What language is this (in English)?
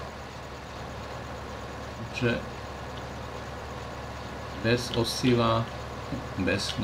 Slovak